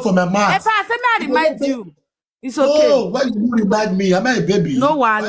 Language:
Nigerian Pidgin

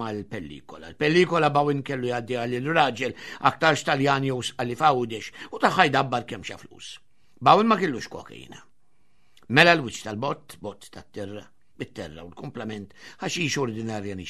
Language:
Maltese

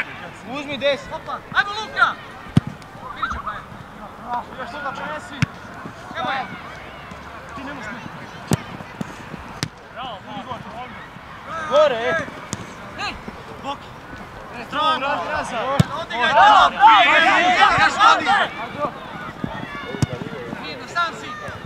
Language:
Croatian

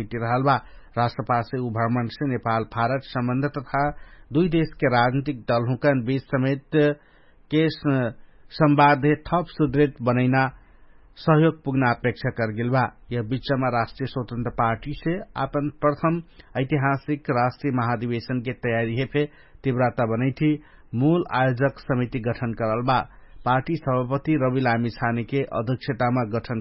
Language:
Dangaura Tharu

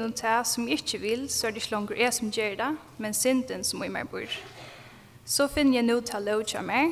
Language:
Faroese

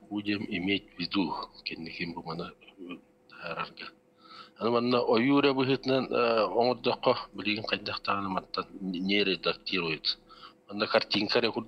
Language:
Yakut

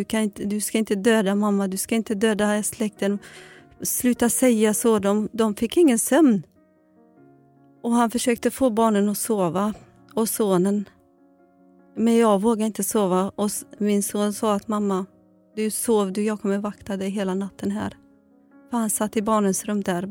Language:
Swedish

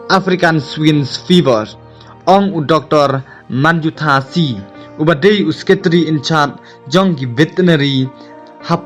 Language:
Khasi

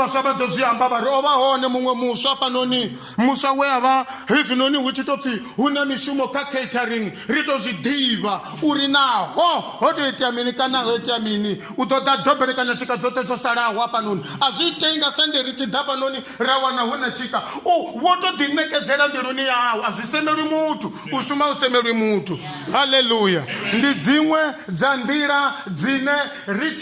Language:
Venda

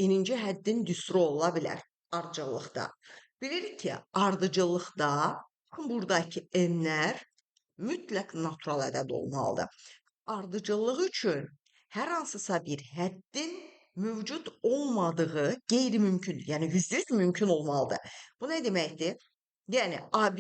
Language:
Azerbaijani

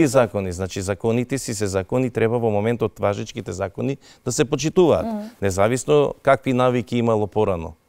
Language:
Macedonian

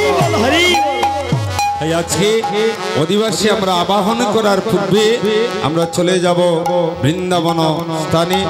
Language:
Bangla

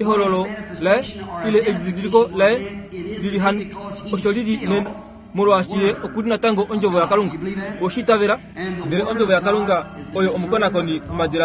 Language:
Kuanyama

